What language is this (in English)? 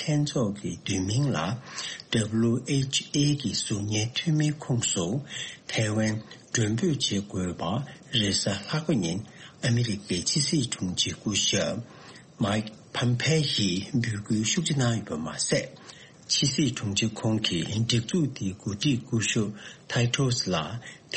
Tibetan